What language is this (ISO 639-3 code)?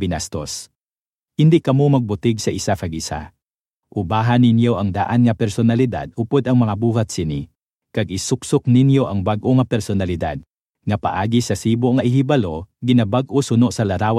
hil